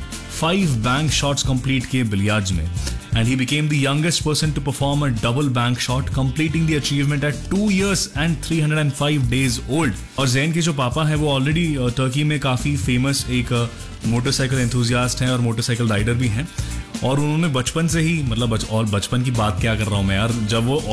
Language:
Hindi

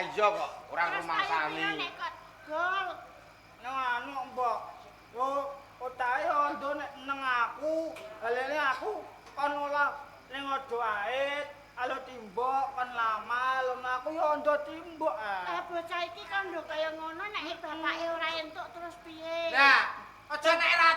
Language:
Javanese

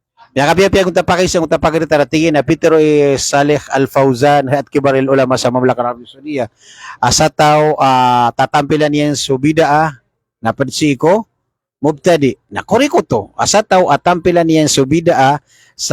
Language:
Maranao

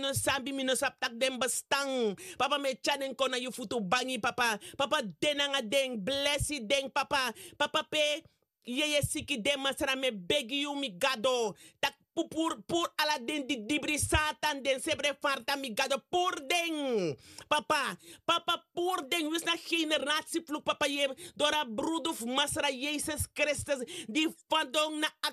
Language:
Sranan Tongo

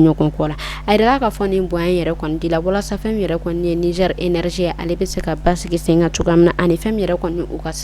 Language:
Bambara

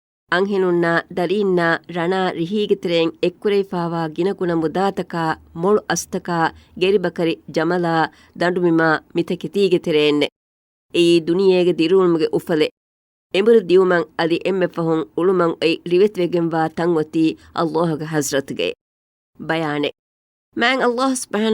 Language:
Divehi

